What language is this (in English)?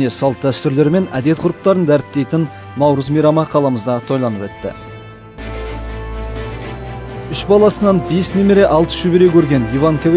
Kazakh